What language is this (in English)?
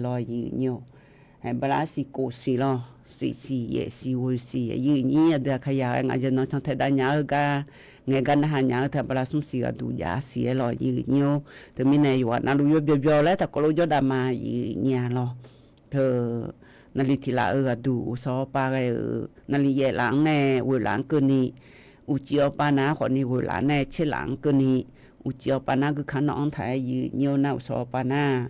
Akha